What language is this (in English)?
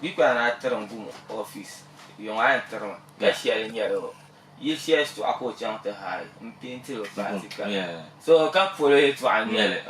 Dagbani